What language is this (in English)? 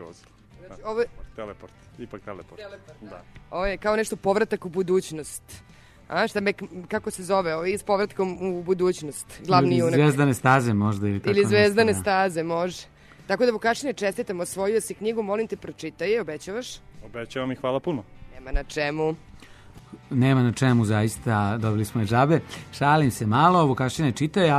Serbian